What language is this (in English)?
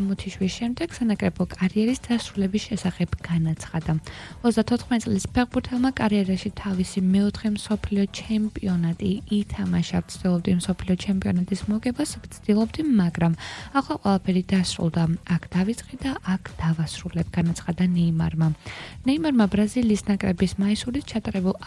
Georgian